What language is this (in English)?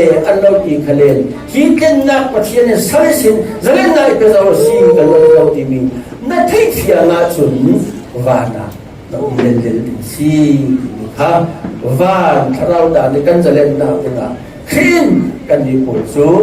Falam Chin